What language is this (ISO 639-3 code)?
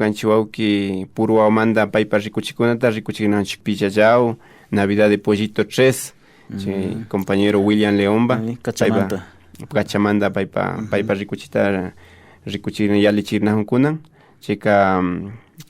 qvi